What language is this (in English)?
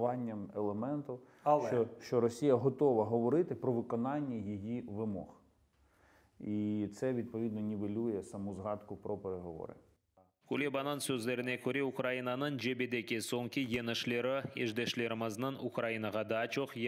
Crimean Tatar